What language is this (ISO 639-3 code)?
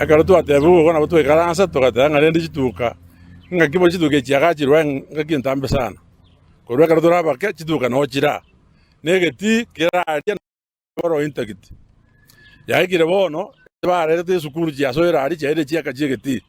guz